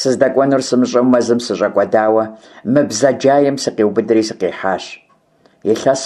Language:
Kabardian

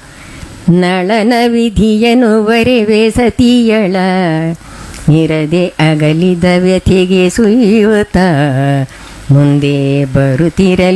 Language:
Kannada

